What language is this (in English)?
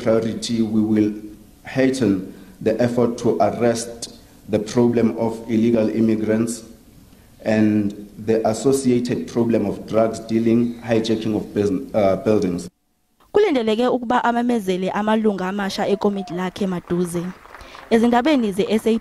Zulu